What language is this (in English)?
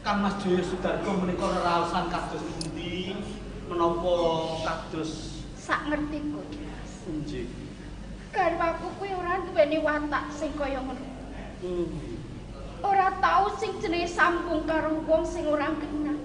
Javanese